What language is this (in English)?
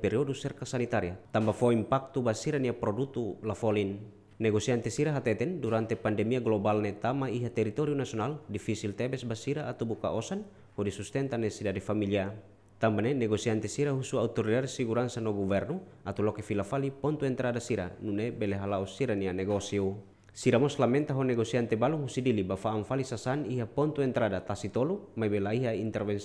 Tetum